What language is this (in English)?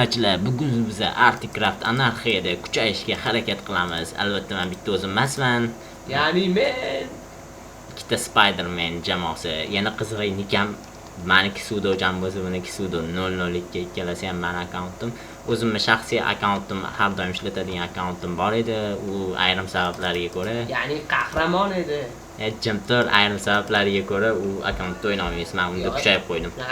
Uzbek